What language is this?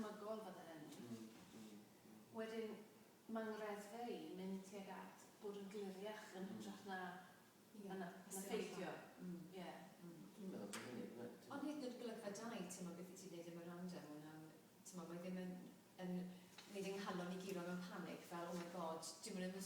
Welsh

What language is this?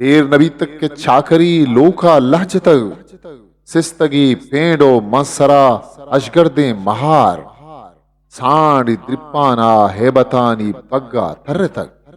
Eastern Balochi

